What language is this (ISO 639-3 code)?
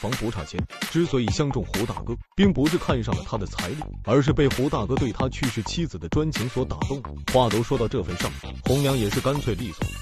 zho